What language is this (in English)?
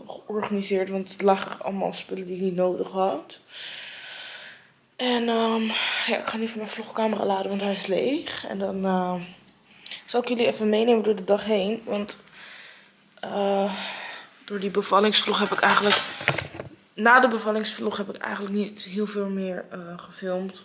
Dutch